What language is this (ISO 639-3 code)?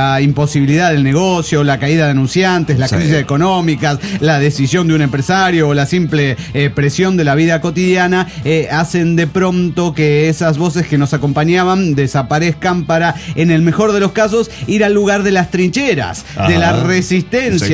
spa